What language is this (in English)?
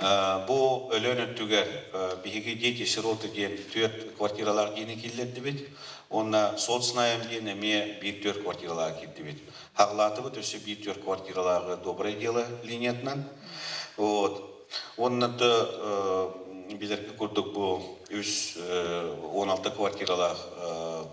Yakut